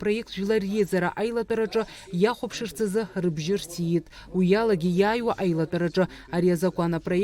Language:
Abkhazian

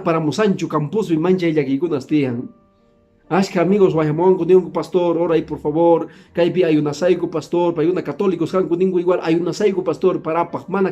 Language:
Quechua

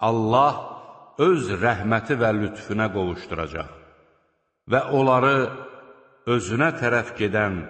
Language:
Azerbaijani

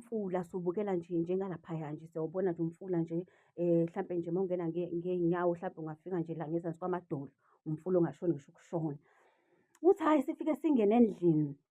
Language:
Zulu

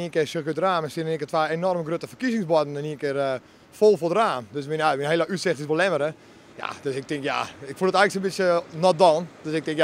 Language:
Western Frisian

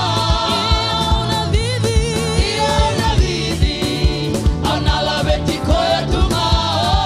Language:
Fijian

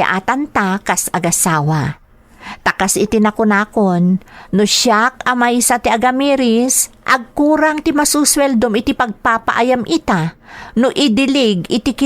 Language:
Iloko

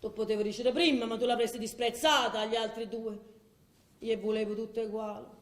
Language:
Neapolitan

